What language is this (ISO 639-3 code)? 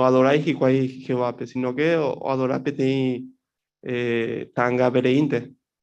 grn